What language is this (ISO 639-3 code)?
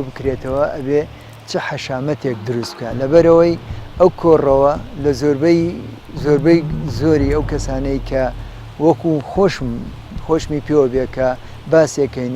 ckb